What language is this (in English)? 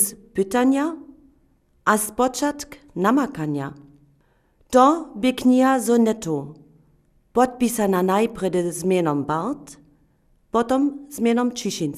Upper Sorbian